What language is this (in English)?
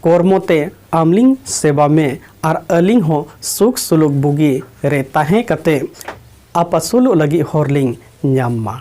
Santali